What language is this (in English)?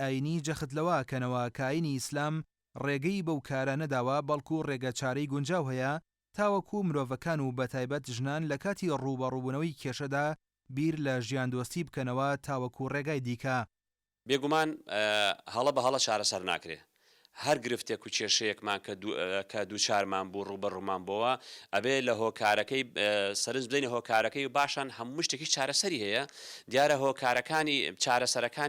Central Kurdish